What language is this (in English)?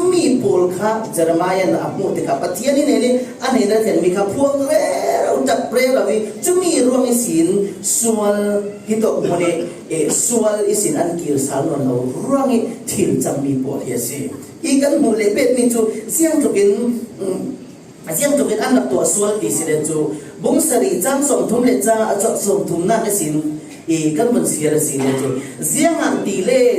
Falam Chin